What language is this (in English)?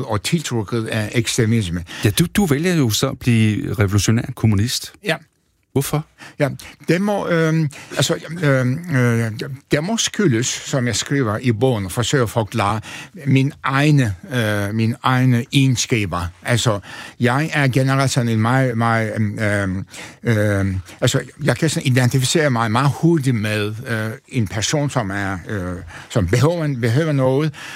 Danish